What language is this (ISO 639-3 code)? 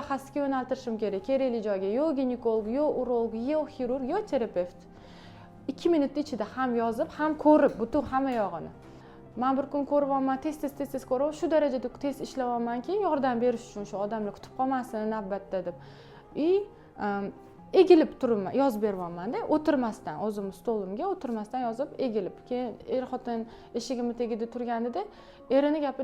uzb